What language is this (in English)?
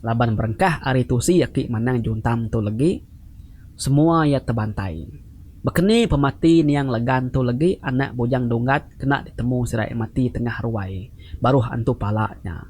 Iban